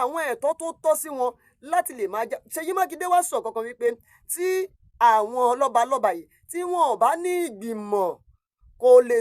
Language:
Yoruba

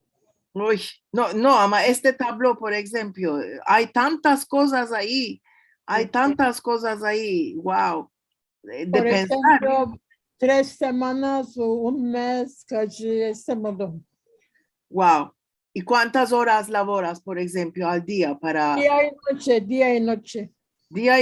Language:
Ladino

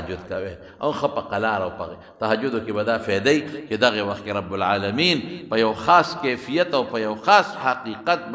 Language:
Pashto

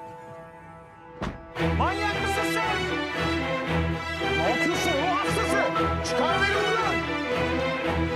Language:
Turkish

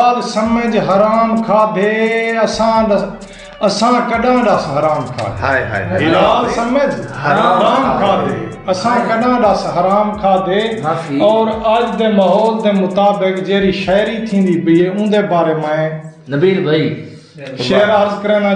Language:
Saraiki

